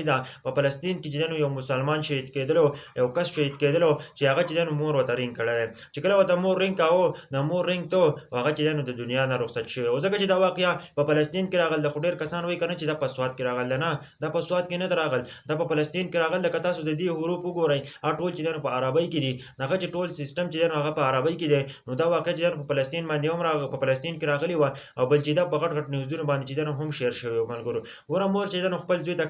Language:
Pashto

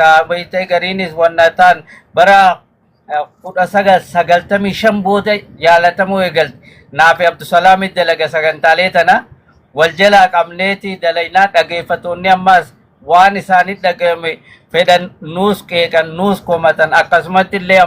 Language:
Oromo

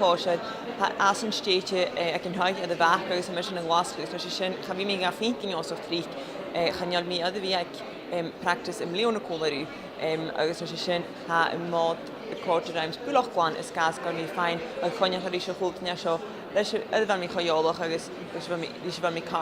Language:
Scottish Gaelic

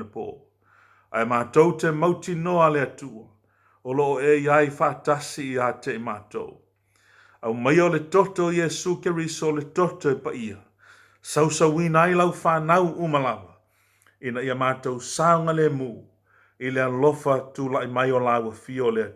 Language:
Samoan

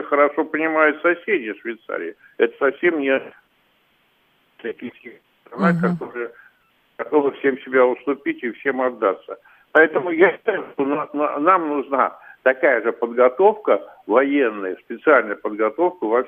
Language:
Russian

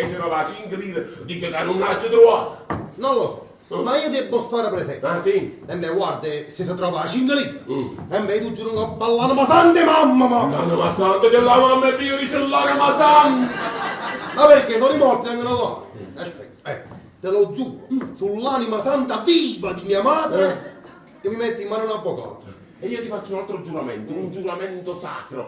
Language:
Neapolitan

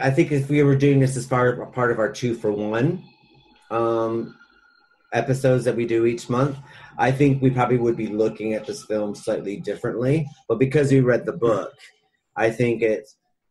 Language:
English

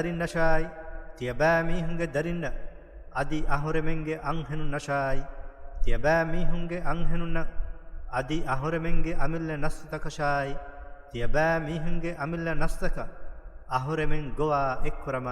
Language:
Divehi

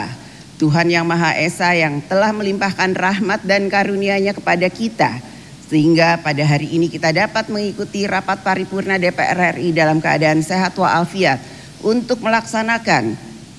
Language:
Indonesian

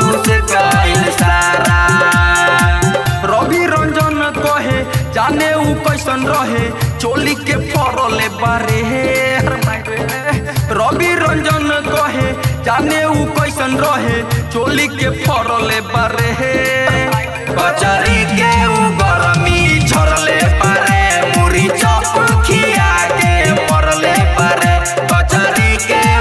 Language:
Bhojpuri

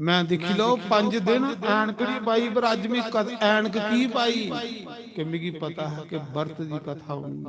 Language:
Dogri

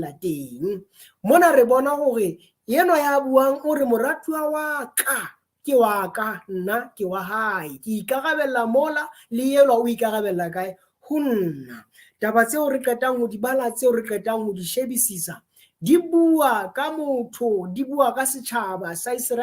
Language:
Southern Sotho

